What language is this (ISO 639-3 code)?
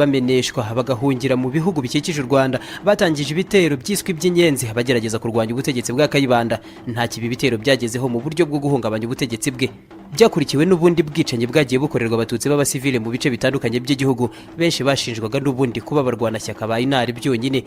kin